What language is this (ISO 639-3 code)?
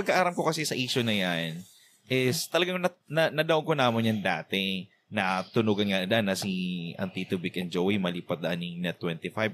bik